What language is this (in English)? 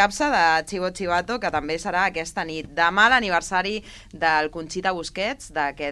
Catalan